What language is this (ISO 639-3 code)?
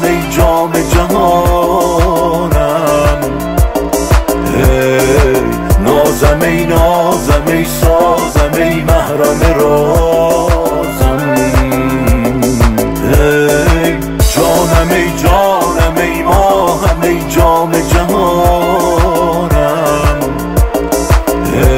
fas